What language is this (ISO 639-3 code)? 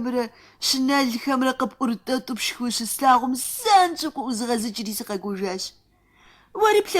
kbd